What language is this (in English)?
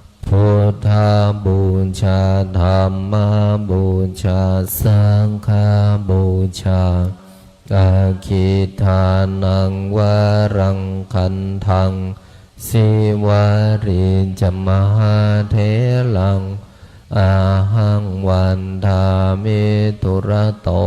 Pali